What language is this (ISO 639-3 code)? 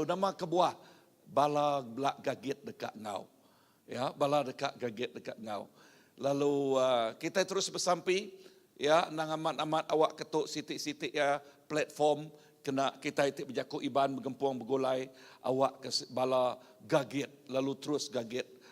iba